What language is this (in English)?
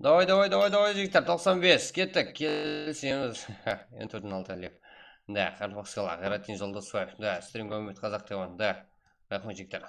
Kara-Kalpak